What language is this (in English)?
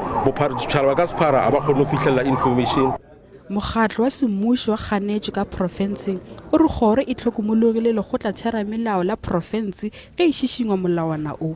Northern Sotho